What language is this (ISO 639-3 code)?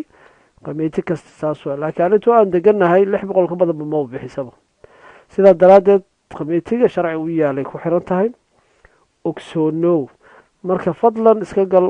som